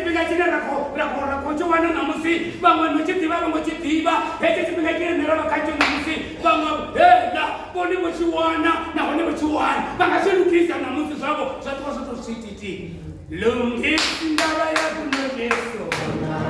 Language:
Venda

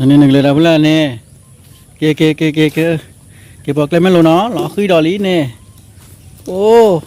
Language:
S'gaw Karen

